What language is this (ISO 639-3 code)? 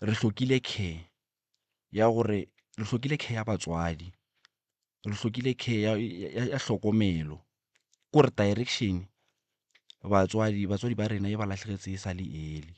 nso